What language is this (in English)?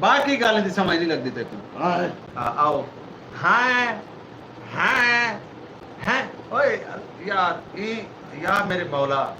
Saraiki